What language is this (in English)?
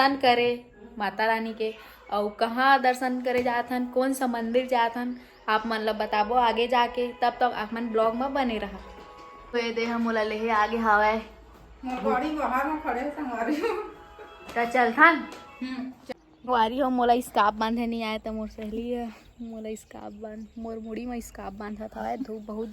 Chhattisgarhi